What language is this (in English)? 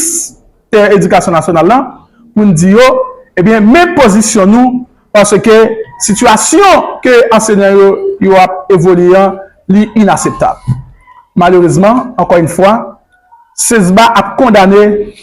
Haitian Creole